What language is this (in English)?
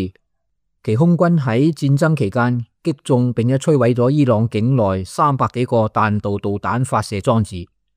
Cantonese